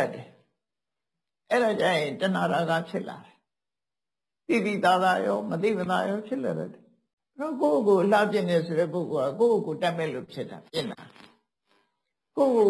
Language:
Burmese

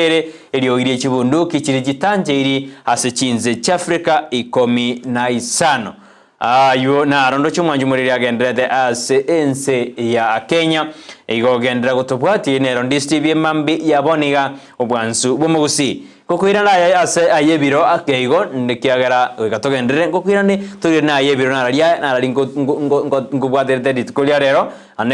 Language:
Gusii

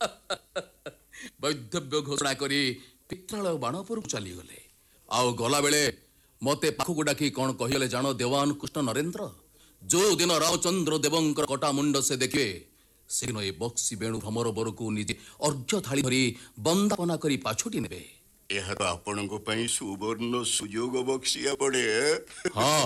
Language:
Odia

